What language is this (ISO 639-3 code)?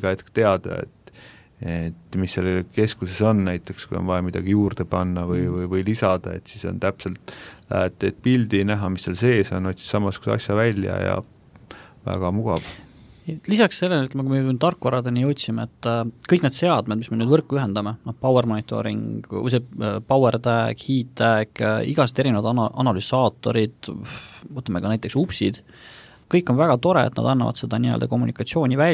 est